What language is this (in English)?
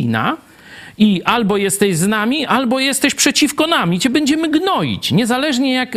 Polish